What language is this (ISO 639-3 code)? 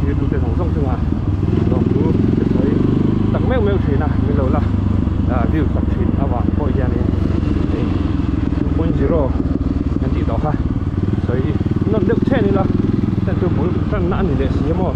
lus